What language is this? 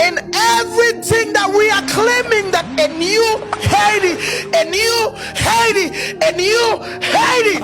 Haitian Creole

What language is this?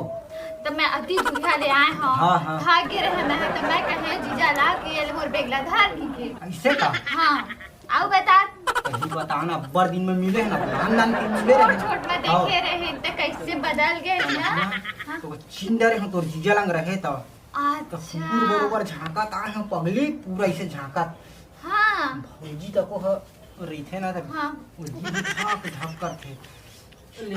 Chhattisgarhi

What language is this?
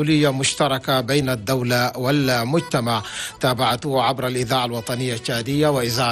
Chadian Arabic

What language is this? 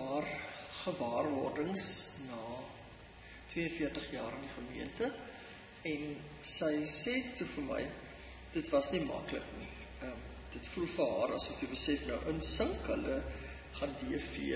Afrikaans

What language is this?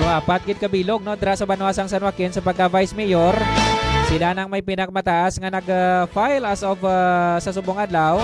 Hiligaynon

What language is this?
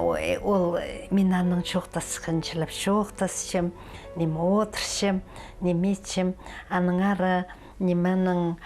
Khakas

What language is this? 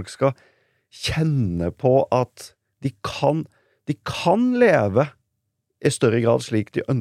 Norwegian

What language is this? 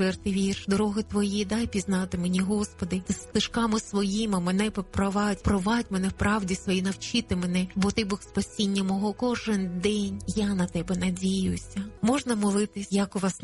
Ukrainian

